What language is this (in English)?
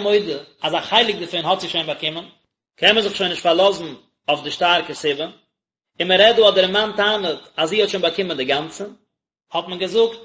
Yiddish